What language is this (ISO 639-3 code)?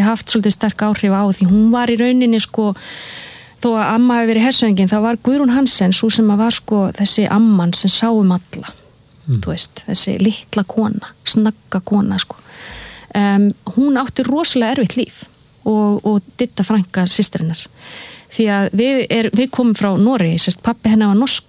isl